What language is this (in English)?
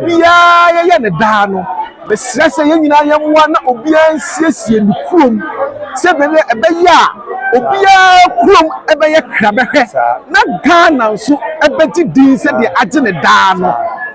Akan